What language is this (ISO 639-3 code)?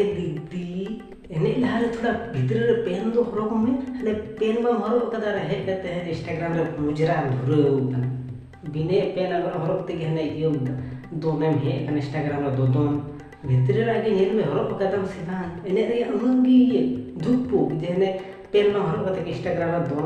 sat